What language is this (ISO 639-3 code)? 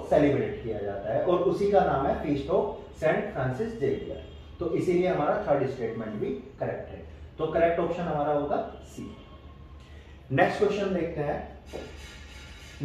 hin